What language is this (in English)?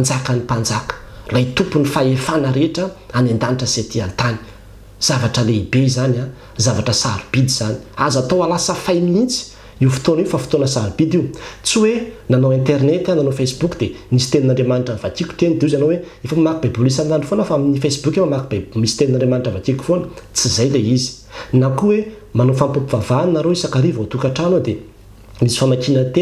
Malagasy